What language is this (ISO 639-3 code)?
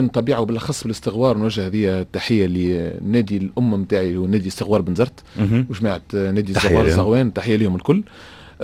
aeb